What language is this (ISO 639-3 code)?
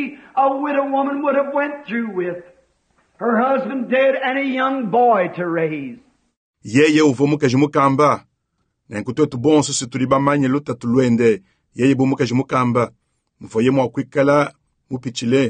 lua